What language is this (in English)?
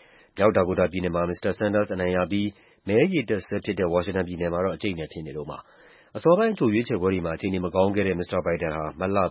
Burmese